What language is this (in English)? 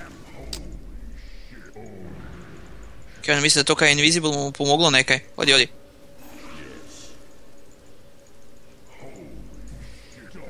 Croatian